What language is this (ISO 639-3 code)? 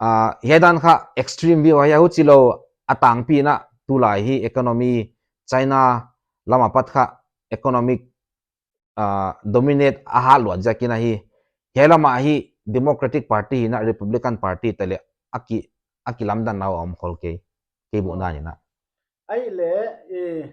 pck